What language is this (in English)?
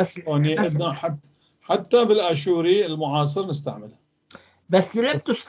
North Levantine Arabic